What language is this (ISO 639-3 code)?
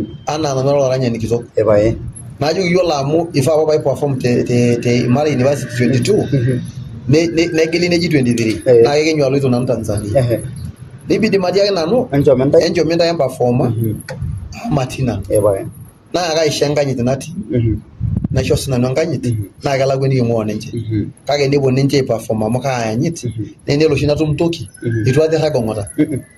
mas